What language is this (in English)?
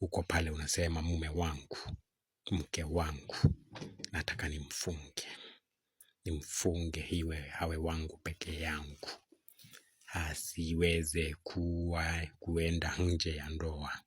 Swahili